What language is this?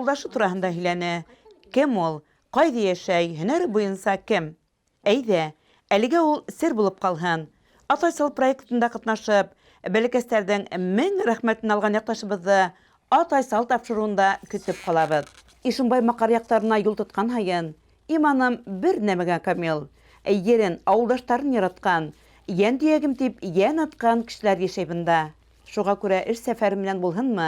Bashkir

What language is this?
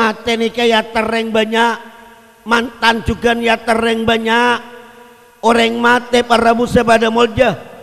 Madurese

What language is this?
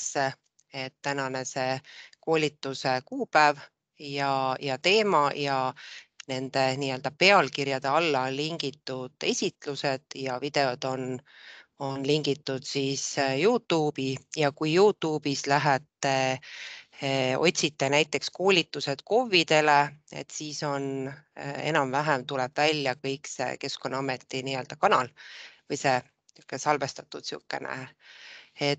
Estonian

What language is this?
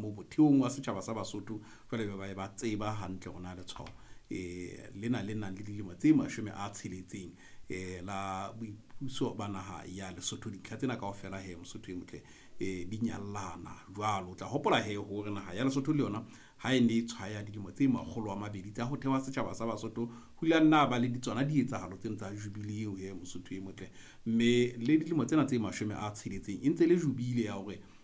Southern Sotho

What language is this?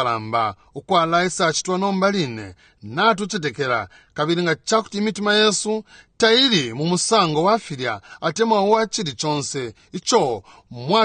Bemba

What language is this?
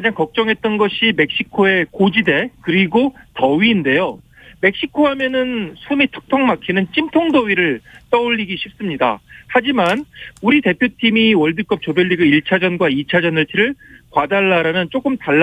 Korean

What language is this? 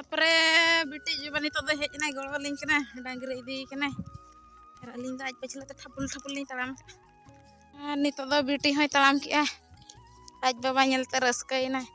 Santali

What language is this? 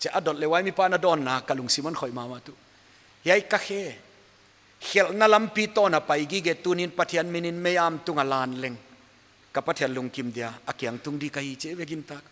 Paite Chin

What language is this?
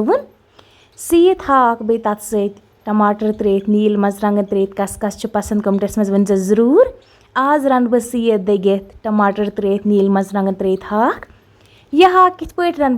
Kashmiri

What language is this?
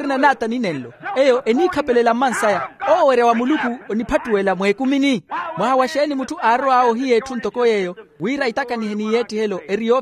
Makhuwa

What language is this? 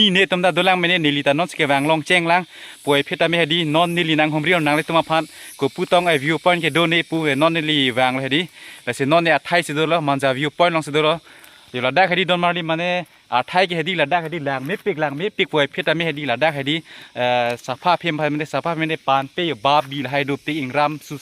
Karbi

